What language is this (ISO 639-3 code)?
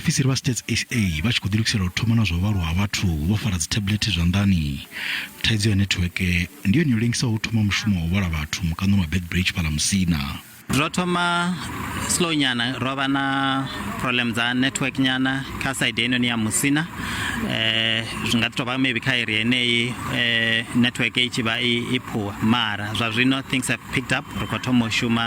ven